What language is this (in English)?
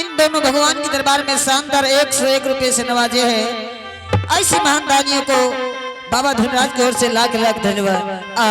Angika